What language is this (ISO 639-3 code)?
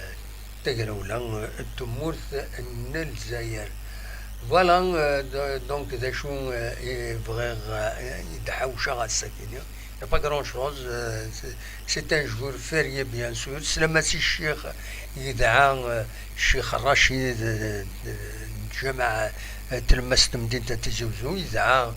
kab